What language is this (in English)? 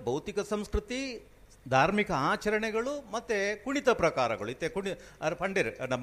Tulu